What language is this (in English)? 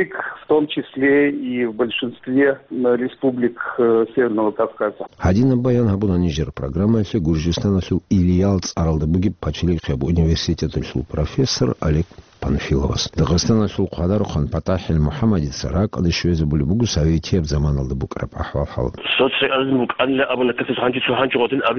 Avaric